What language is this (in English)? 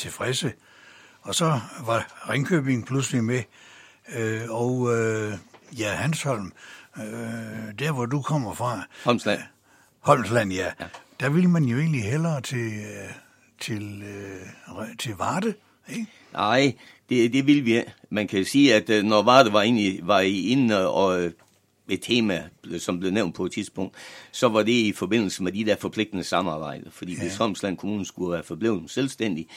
Danish